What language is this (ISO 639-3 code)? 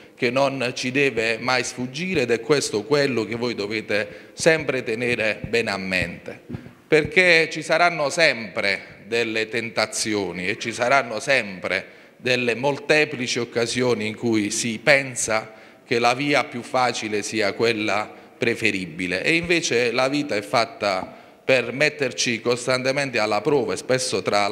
ita